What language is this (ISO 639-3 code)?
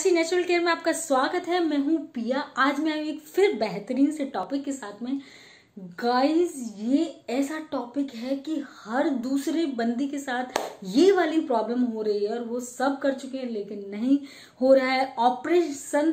hin